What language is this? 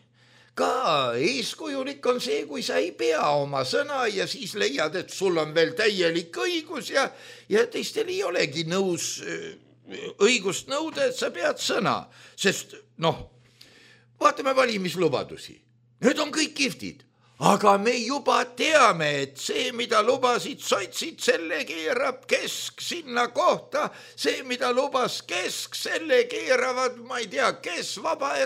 Estonian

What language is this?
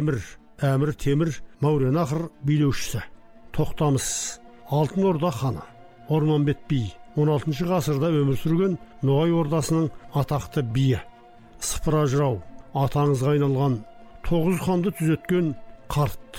Kazakh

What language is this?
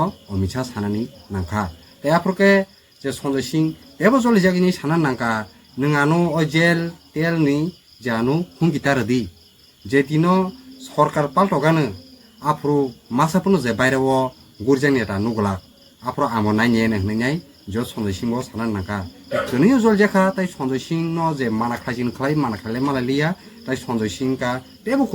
Kok Borok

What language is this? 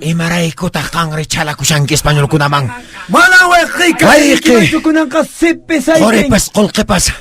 Quechua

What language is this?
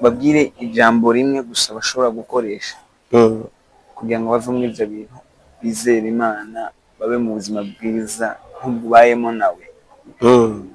Rundi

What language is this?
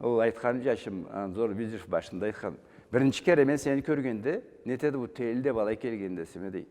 Karachay-Balkar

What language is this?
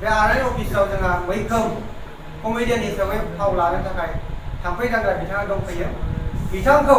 Bodo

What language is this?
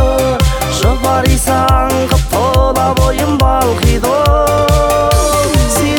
Kazakh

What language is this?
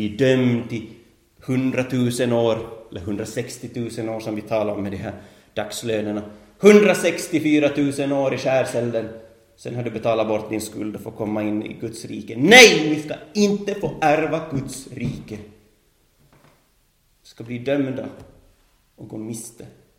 Swedish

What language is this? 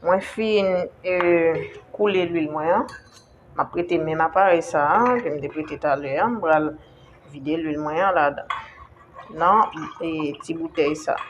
Haitian Creole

